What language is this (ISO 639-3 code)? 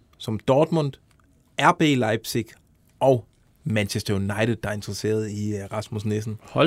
dan